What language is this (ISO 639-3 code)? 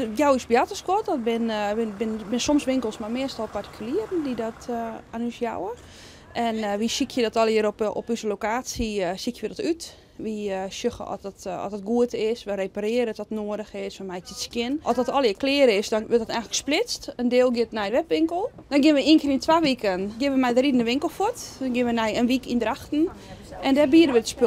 fry